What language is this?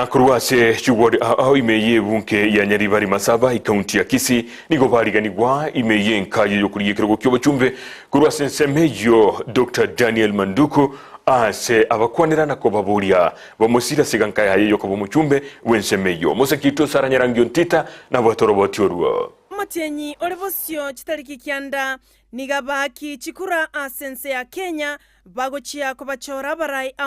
Gusii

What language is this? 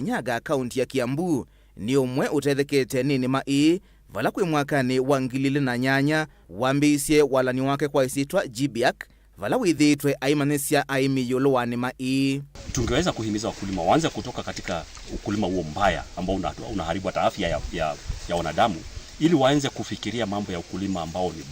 Kamba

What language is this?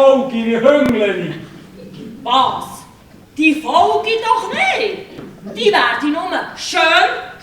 Swiss German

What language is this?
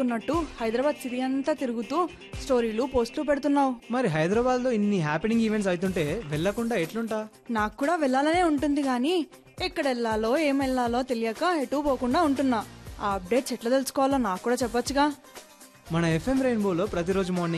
Telugu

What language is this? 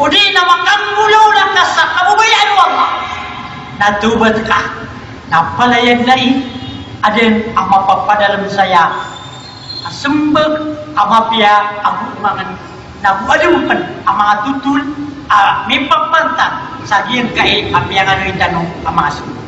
Maranao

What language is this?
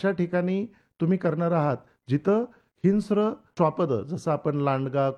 Marathi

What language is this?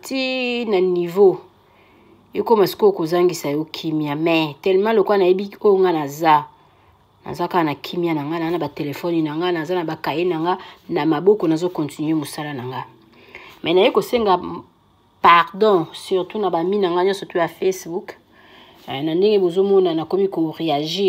Lingala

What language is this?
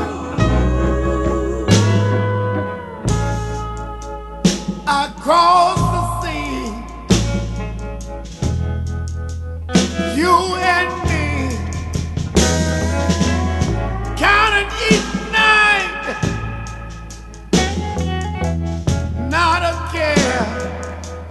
English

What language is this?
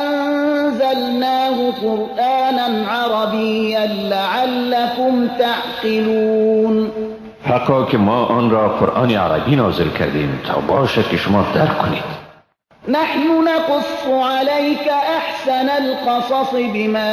Persian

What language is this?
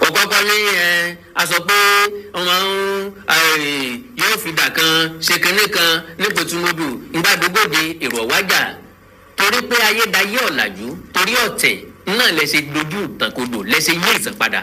Yoruba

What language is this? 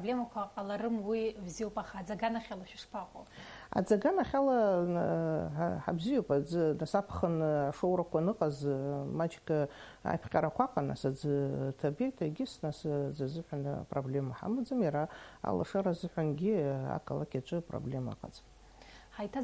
Abkhazian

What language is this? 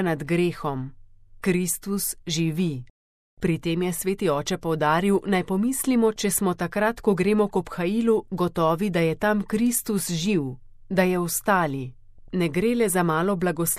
Slovenian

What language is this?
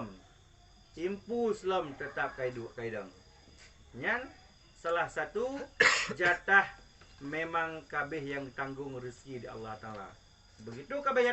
Achinese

